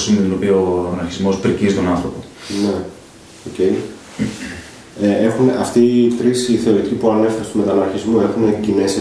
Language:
Greek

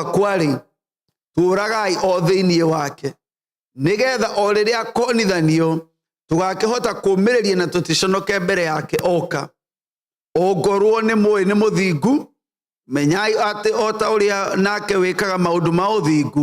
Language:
Kikuyu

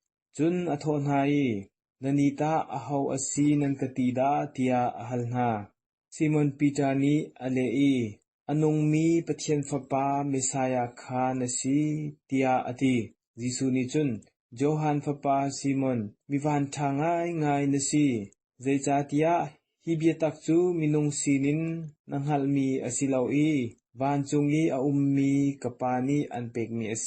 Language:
Hakha Chin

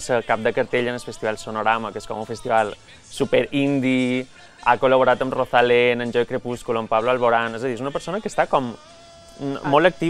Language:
Catalan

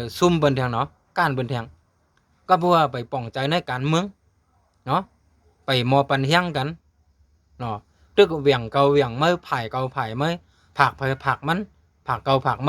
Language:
Shan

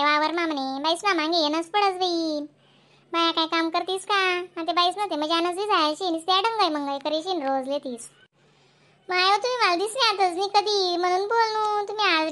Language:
Khandesi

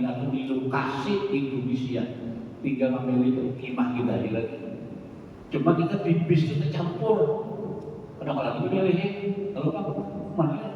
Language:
Banjar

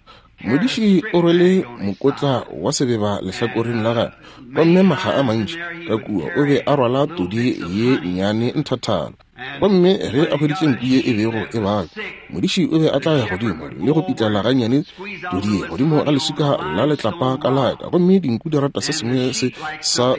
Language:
Northern Sotho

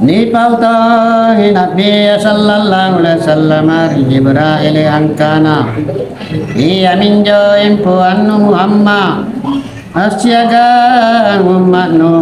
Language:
Makasar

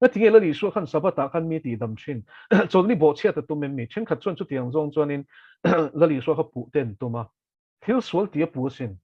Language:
Mizo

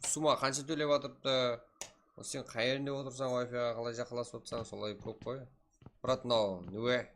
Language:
Kara-Kalpak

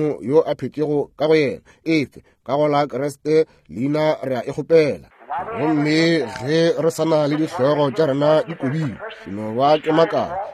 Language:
Northern Sotho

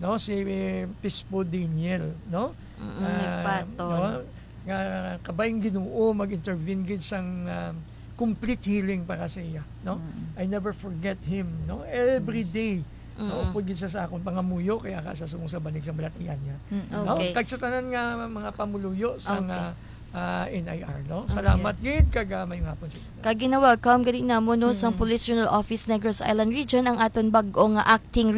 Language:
Hiligaynon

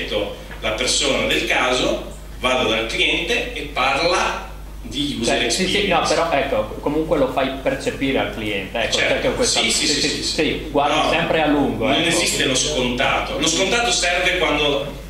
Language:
Italian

